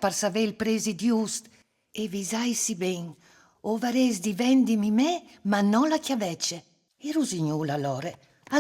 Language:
Friulian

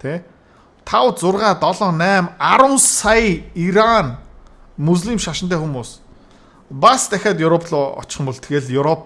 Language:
Mongolian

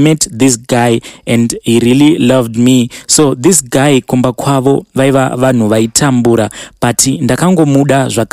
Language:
Shona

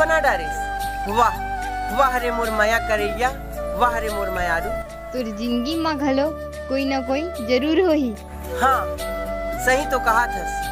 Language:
Chhattisgarhi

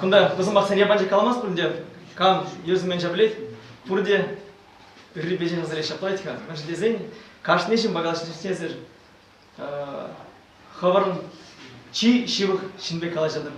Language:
Chuvash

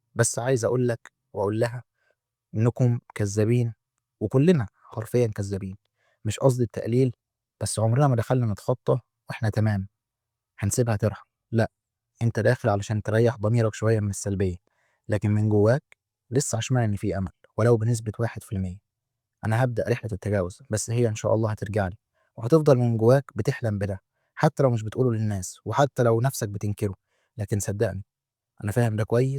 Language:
Egyptian Arabic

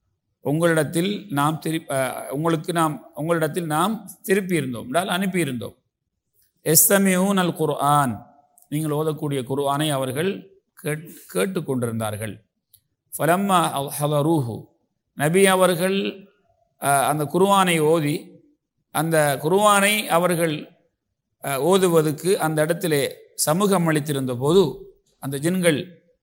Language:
Tamil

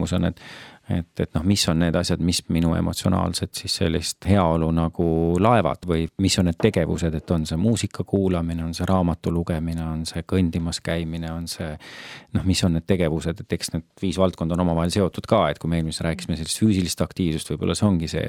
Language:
Estonian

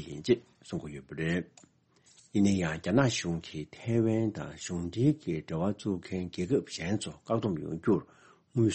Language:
Tibetan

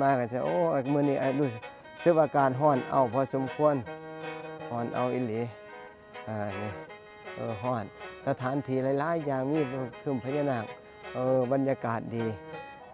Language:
Northeastern Thai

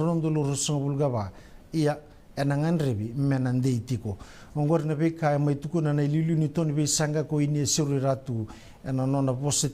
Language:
Fijian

